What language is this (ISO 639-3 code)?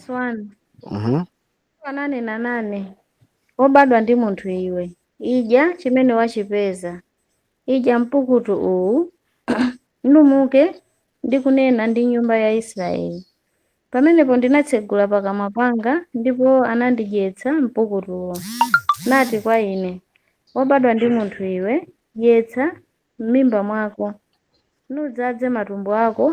nya